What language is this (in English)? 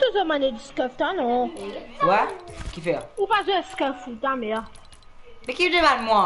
Morisyen